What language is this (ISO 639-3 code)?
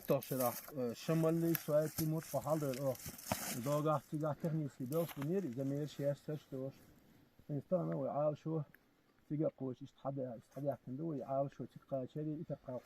che